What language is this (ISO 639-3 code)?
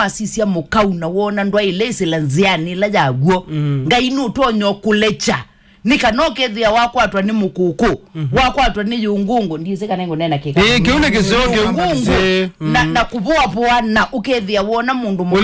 kam